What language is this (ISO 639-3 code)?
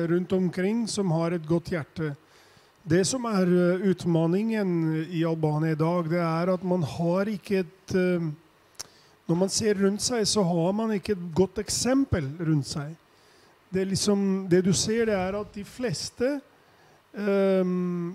nor